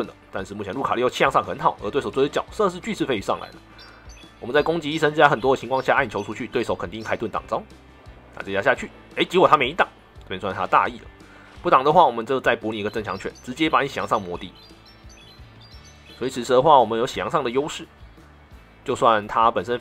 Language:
Chinese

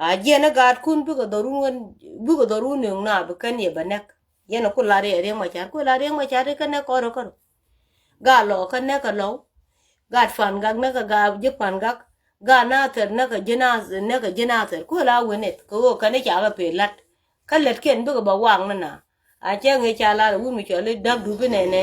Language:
Nuer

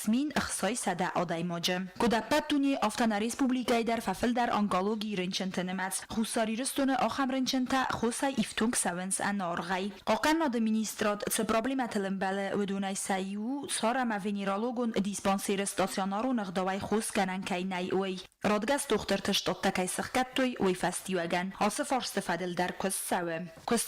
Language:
Ossetic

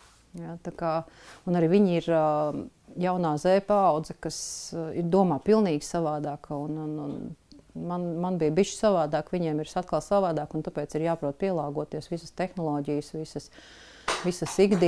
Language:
Latvian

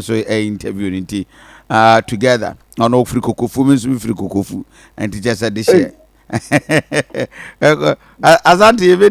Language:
Akan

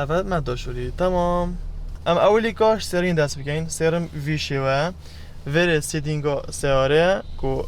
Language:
Kurdish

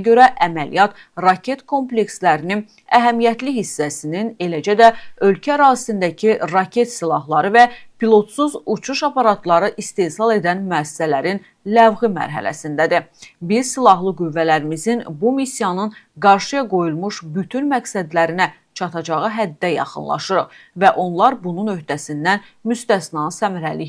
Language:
Azerbaijani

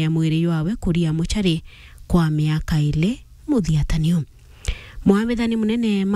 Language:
Meru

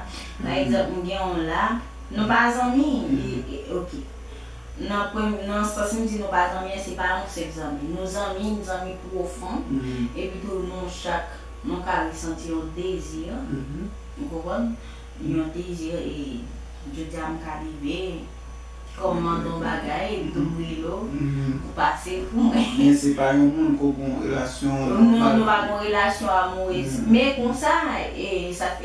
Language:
Haitian Creole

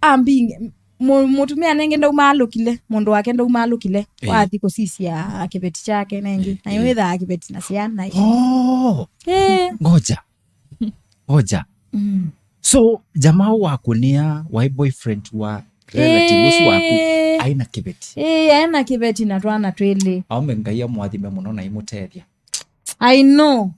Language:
Kamba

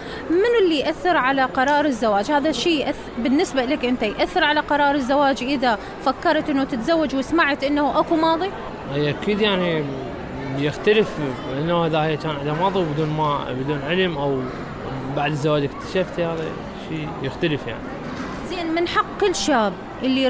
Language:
Mesopotamian Arabic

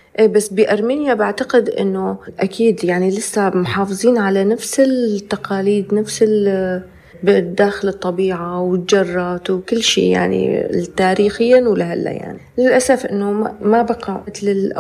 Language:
North Levantine Arabic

